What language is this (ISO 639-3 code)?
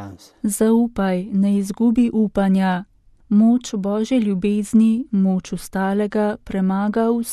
slv